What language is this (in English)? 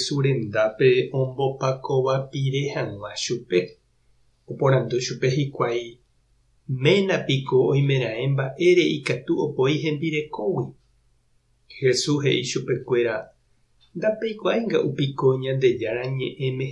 Guarani